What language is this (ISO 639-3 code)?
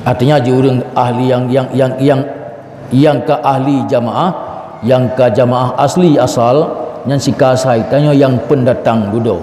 ace